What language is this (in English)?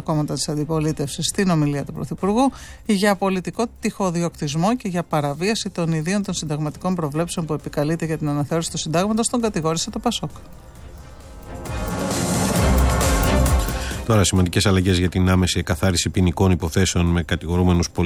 Greek